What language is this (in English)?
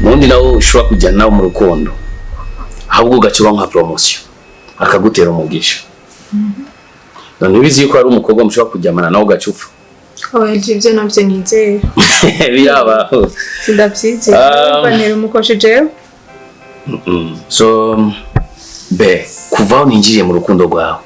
Rundi